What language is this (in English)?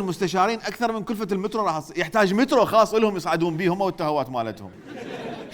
Mesopotamian Arabic